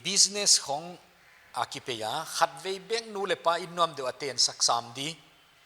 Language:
Paite Chin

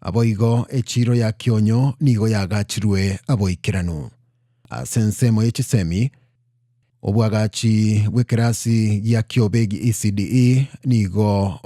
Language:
Gusii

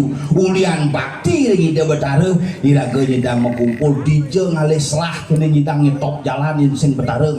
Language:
Balinese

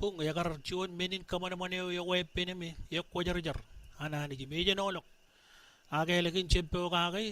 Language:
Marshallese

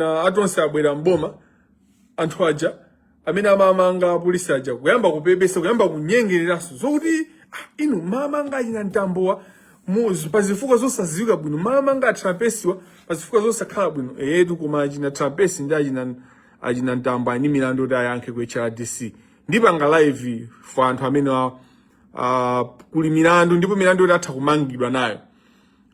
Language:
Nyanja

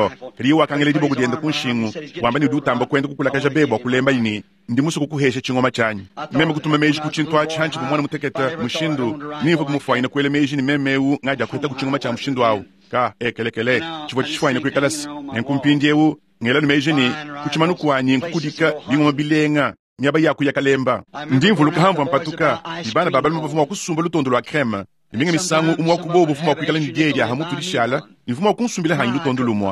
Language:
Luba-Lulua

